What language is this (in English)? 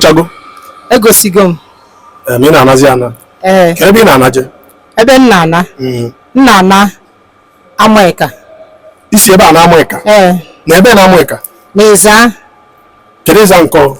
Igbo